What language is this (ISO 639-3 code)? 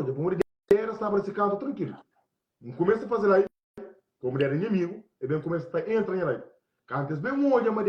kea